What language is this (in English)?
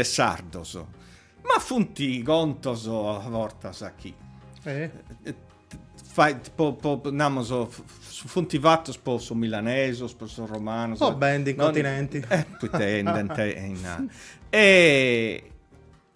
Sardinian